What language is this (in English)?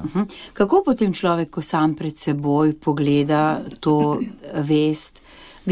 Slovenian